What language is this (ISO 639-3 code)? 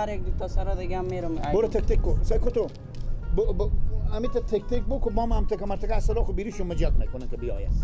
fas